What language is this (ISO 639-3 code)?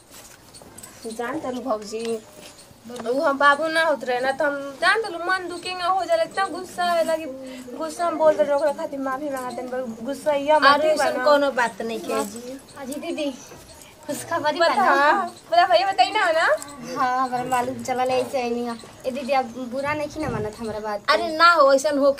bho